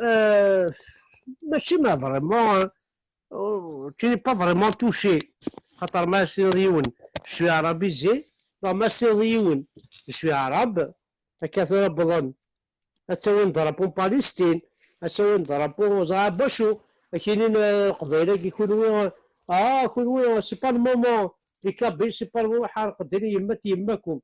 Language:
Kabyle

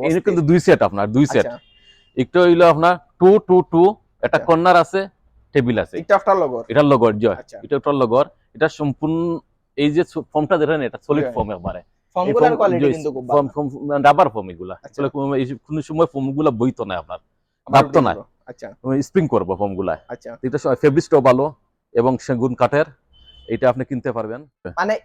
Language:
Sylheti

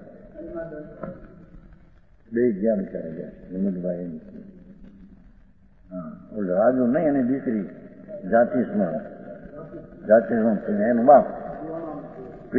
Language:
Gujarati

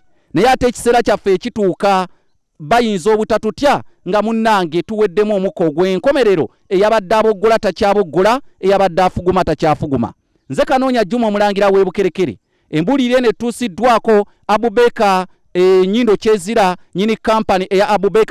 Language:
Ganda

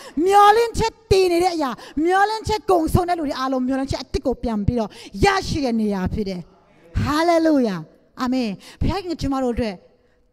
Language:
Burmese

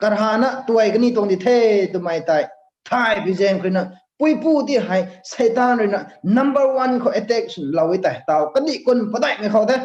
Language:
Rongmei Naga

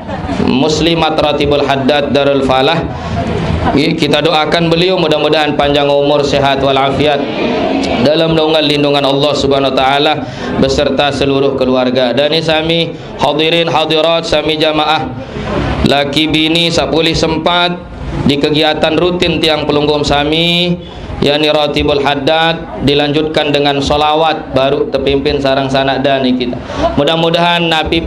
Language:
Sasak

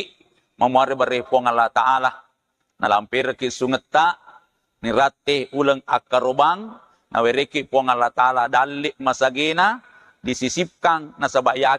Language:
Buginese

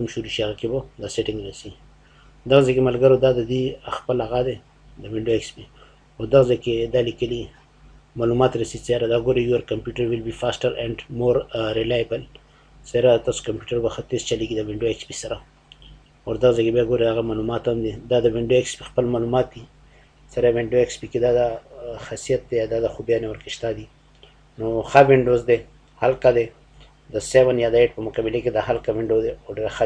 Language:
Pashto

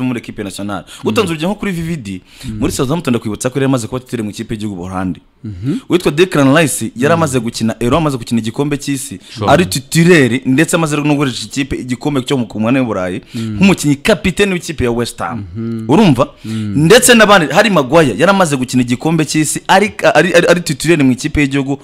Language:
Kinyarwanda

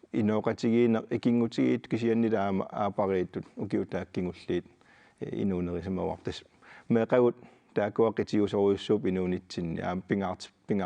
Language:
Kalaallisut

